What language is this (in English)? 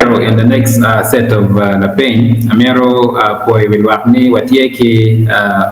Acoli